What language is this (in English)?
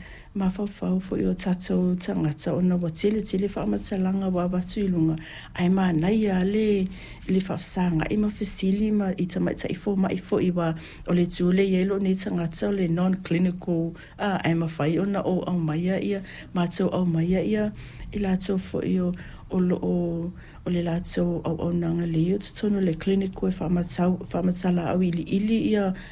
Samoan